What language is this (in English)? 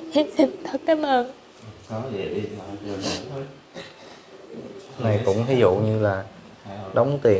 Vietnamese